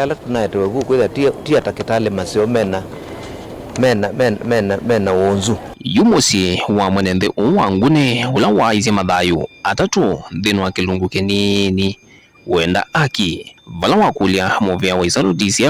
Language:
Kamba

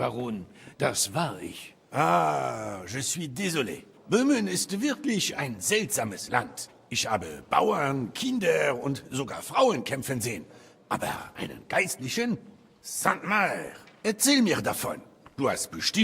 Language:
Bavarian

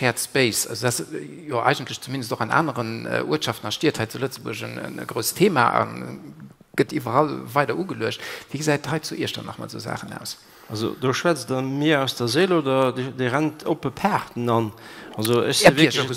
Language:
Luxembourgish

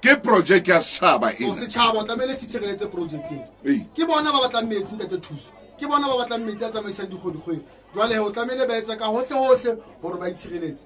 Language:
Southern Sotho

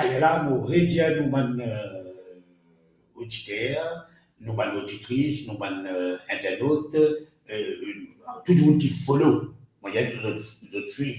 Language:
Morisyen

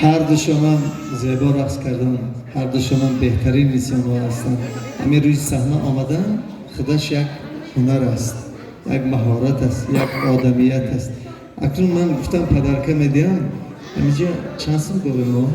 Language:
Tajik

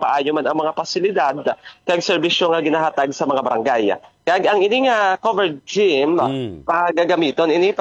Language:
Hiligaynon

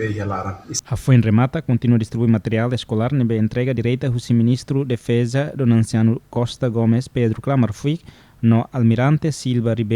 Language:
Tetum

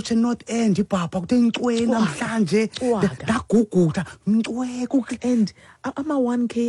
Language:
Xhosa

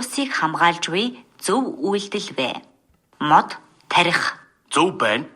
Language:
Mongolian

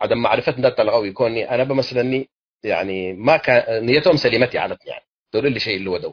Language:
Tigre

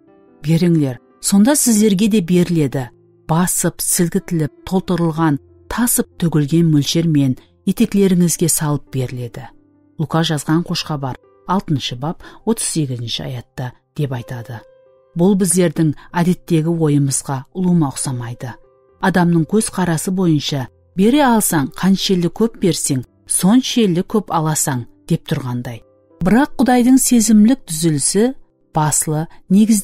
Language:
Kara-Kalpak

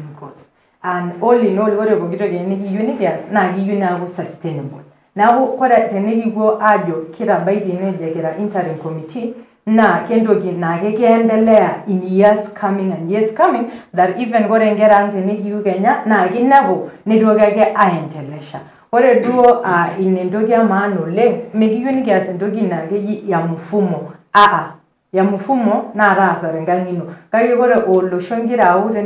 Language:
Masai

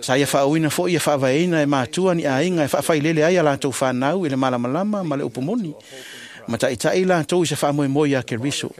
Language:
Samoan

